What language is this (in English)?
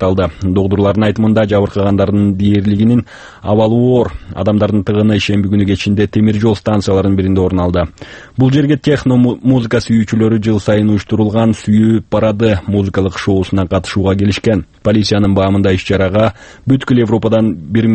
Kyrgyz